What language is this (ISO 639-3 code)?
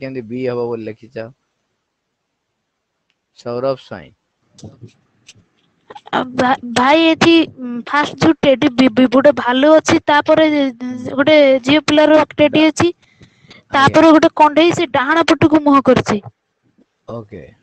ori